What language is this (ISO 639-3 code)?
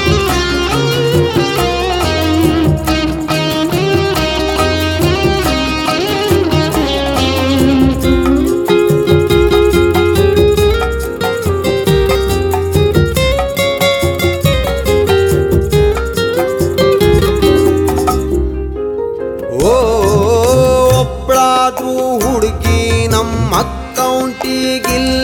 kan